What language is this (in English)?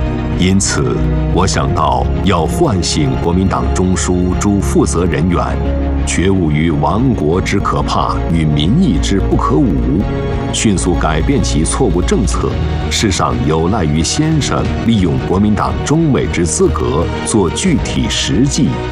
Chinese